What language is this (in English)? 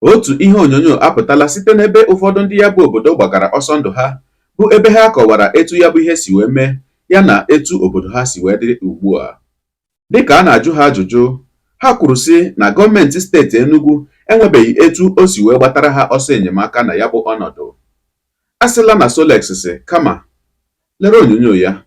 Igbo